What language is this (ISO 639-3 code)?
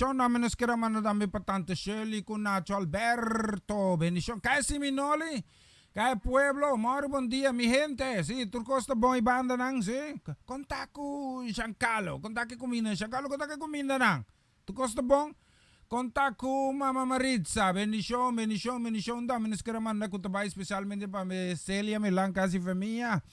pap